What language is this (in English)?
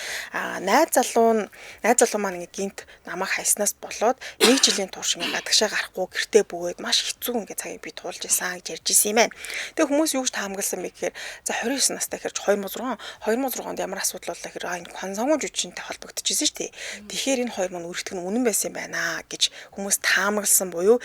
Mongolian